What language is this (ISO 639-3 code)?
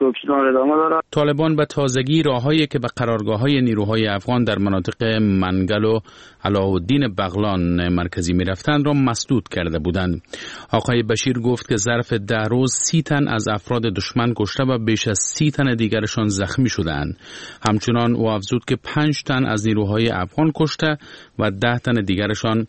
fas